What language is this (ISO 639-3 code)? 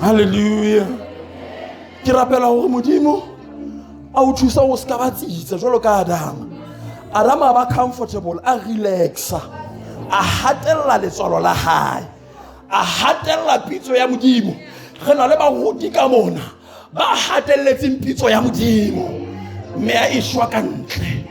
sot